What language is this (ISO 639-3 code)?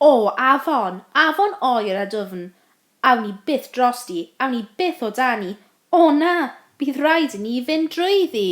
cym